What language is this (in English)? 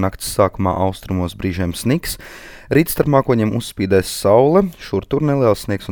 Latvian